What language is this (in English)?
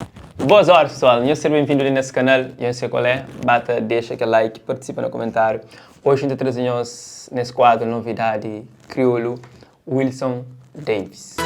Kabuverdianu